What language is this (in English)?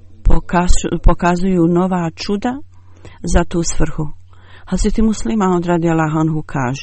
Bosnian